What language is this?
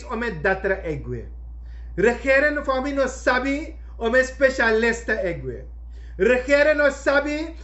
Sranan Tongo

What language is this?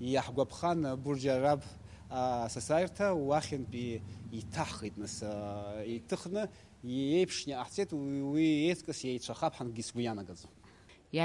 Abkhazian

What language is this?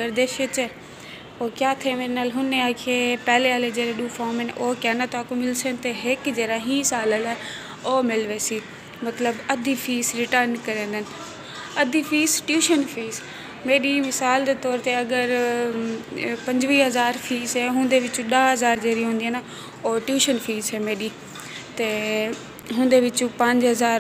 Saraiki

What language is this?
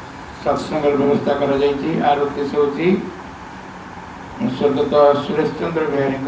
Odia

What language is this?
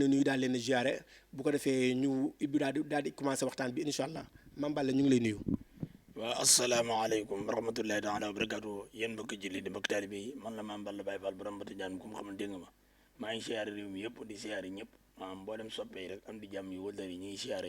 Wolof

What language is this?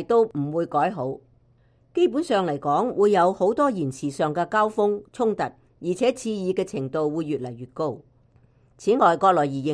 Cantonese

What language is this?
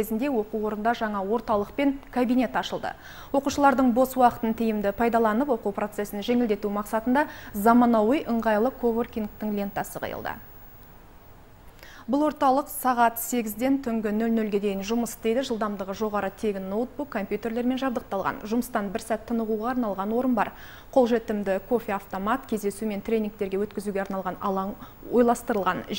Kazakh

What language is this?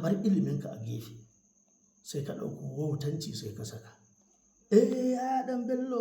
Hausa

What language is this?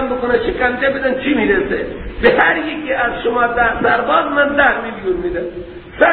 Persian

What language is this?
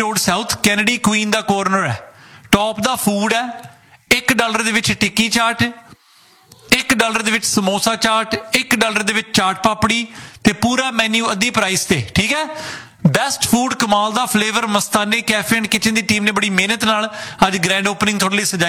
Punjabi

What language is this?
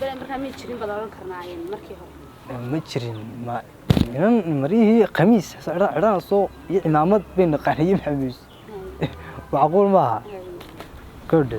Somali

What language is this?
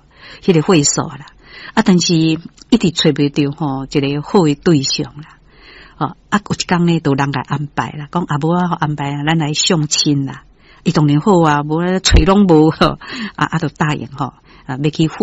Min Nan Chinese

